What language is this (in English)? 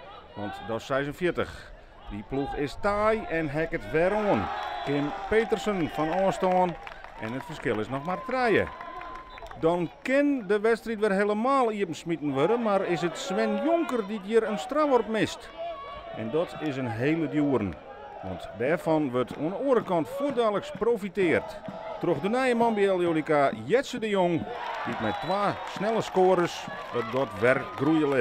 Western Frisian